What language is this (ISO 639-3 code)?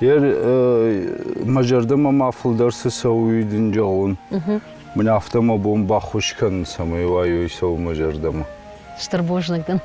oss